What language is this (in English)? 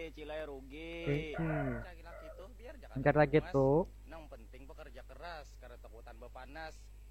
Banjar